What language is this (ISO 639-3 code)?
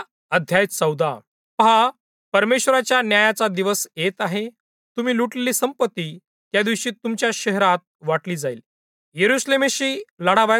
mar